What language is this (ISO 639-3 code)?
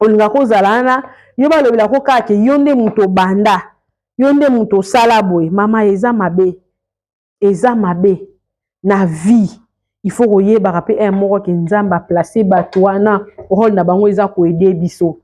lin